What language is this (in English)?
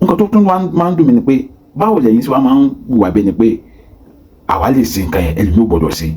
Yoruba